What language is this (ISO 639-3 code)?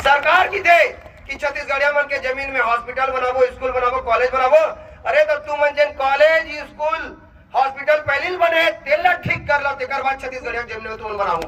hne